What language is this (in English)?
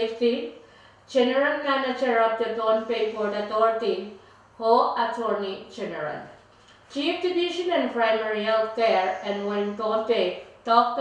Pohnpeian